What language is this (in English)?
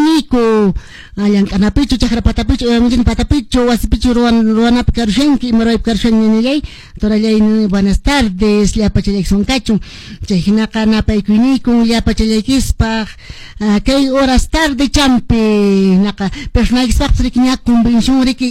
Quechua